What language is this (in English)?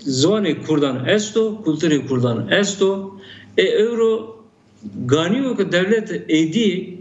Zaza